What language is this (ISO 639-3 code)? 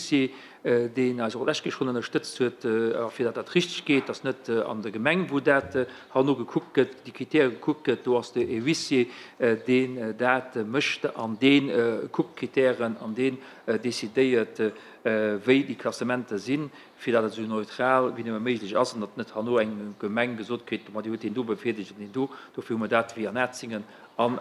ltz